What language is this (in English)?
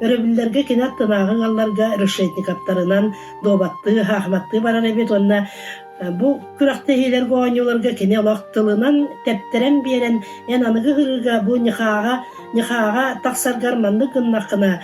Yakut